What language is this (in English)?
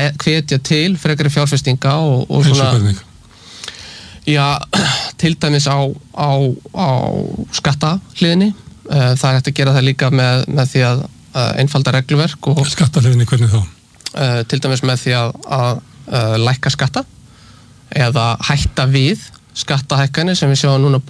Icelandic